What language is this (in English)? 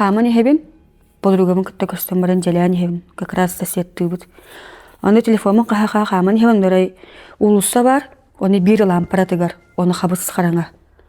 Yakut